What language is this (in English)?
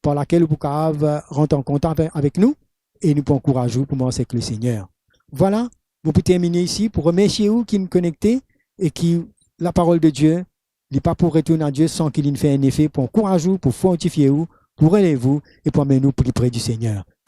Morisyen